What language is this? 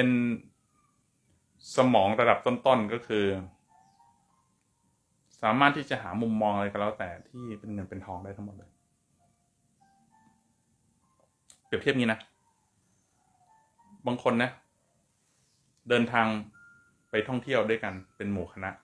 Thai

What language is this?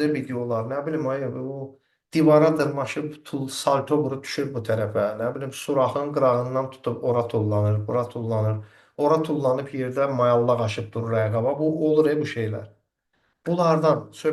Azerbaijani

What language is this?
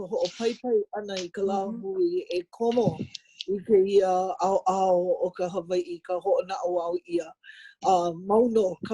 Hawaiian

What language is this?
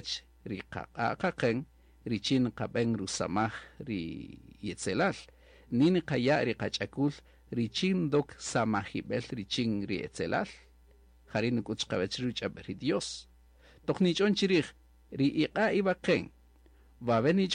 Kaqchikel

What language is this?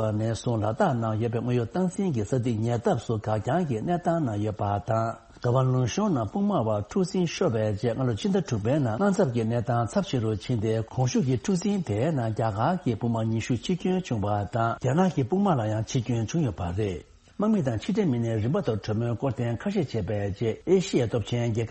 Tibetan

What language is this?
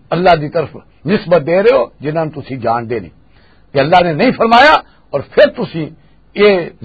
Western Panjabi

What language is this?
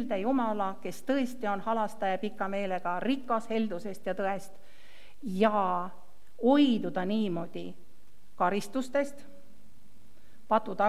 Estonian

